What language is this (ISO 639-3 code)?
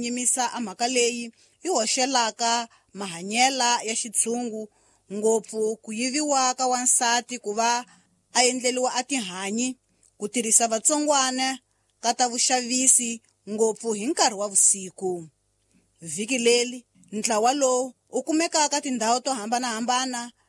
tso